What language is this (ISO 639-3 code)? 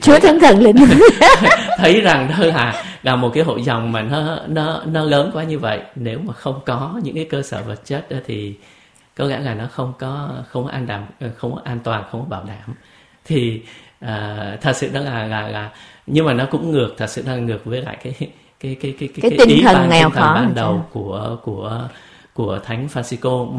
vie